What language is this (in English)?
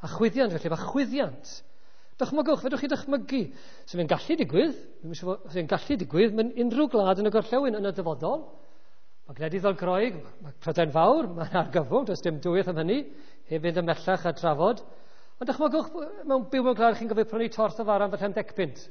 Welsh